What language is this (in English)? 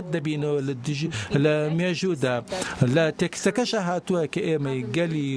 Central Kurdish